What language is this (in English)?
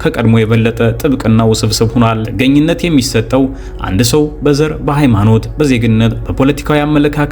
Amharic